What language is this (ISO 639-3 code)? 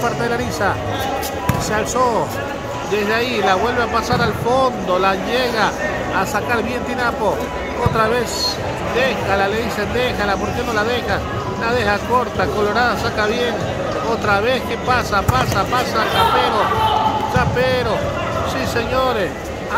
spa